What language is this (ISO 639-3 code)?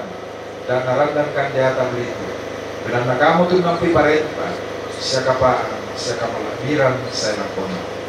sda